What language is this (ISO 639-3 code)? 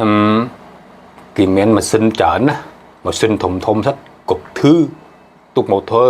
khm